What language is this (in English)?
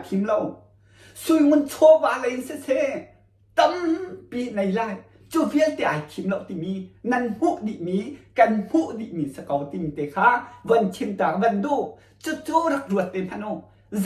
Hakha Chin